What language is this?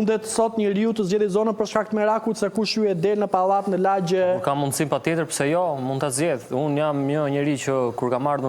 Albanian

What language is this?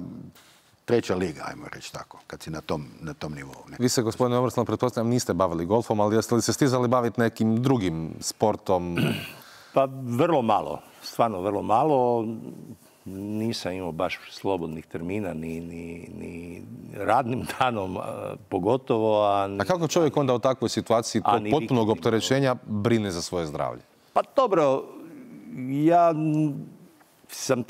Croatian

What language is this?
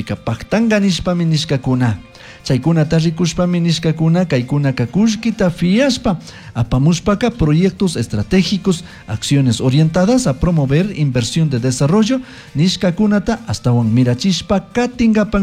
Chimborazo Highland Quichua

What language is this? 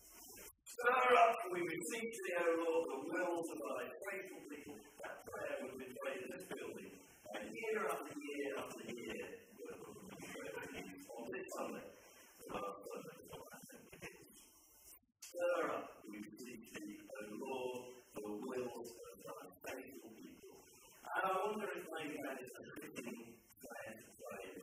English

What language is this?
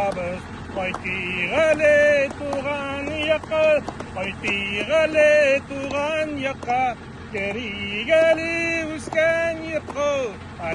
Tatar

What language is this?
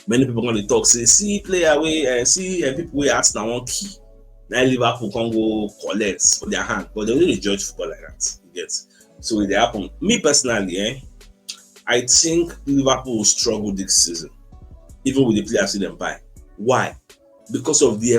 Nigerian Pidgin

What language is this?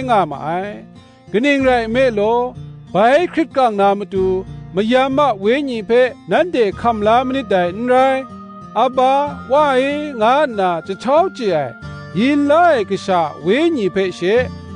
Kachin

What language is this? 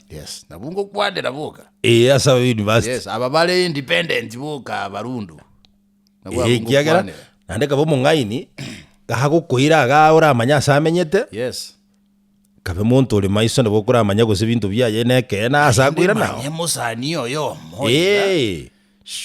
Gusii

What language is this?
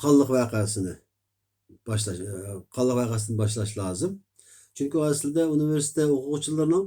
Uyghur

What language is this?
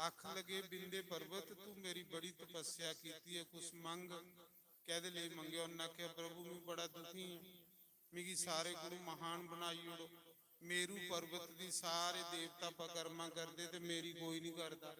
Dogri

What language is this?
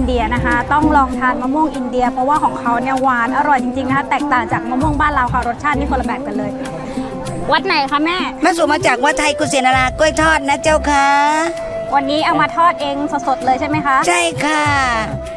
Thai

